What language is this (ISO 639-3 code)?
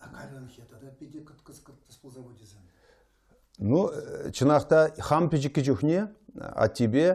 chv